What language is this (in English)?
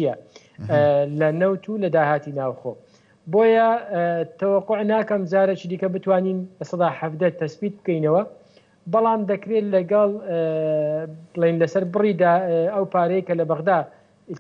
Central Kurdish